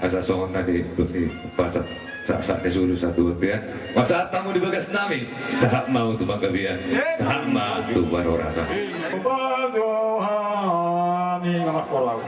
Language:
Batak Toba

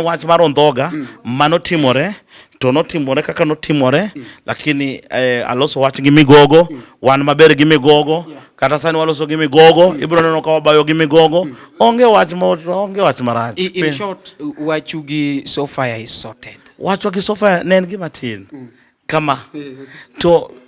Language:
Luo (Kenya and Tanzania)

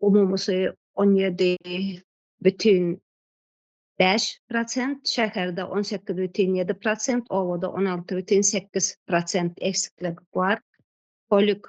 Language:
Turkmen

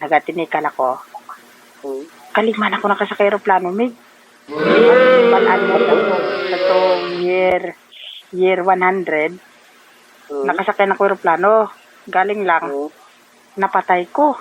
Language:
Hiligaynon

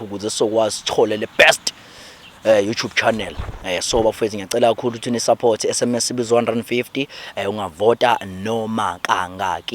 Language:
Zulu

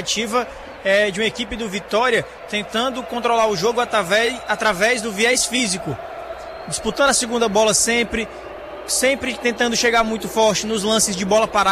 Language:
Portuguese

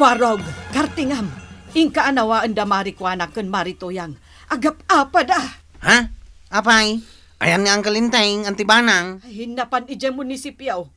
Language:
Iloko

